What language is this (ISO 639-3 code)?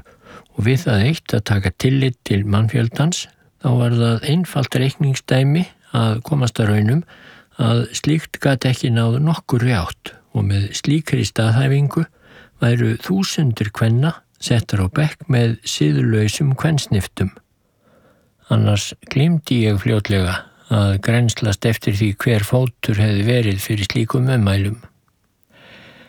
isl